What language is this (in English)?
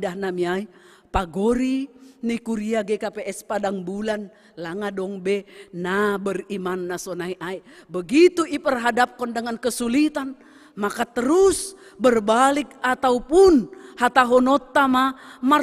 Batak Simalungun